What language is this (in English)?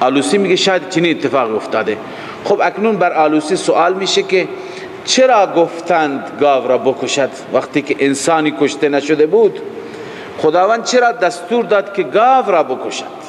Persian